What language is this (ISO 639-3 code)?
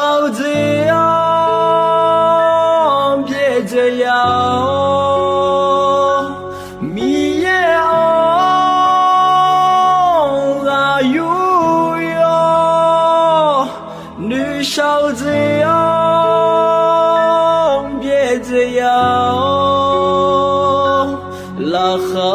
ahk